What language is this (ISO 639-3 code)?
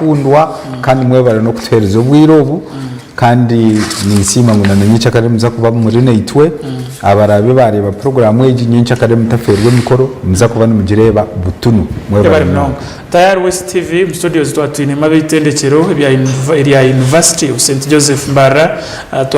nyn